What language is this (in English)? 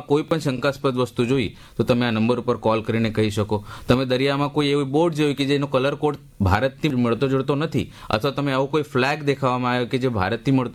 Gujarati